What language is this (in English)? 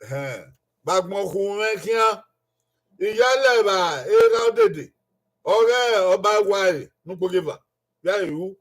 Bini